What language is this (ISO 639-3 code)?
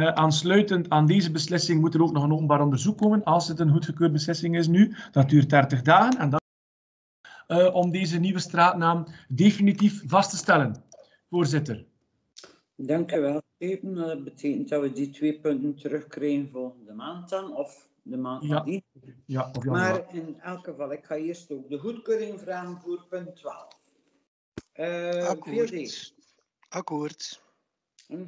nld